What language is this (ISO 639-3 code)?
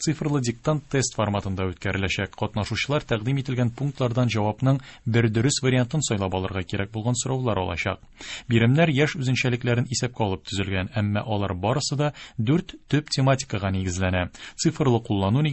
tat